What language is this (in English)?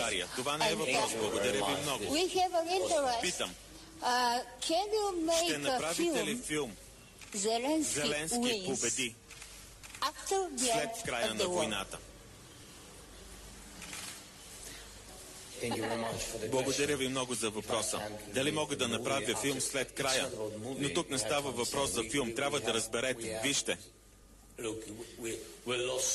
Bulgarian